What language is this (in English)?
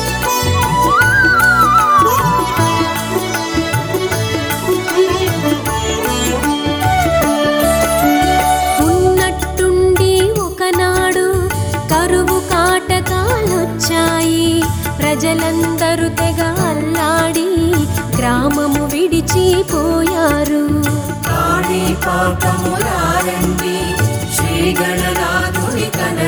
Telugu